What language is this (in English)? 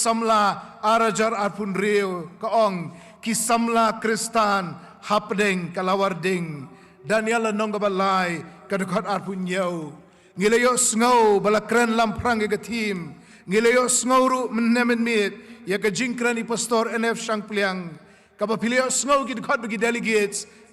Khasi